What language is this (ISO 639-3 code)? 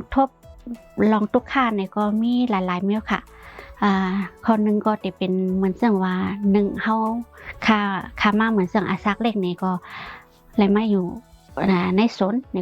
shn